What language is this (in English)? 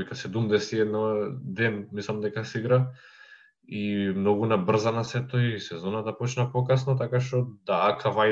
Macedonian